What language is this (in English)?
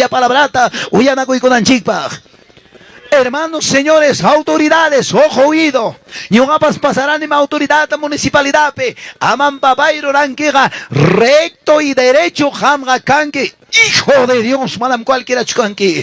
Ayacucho Quechua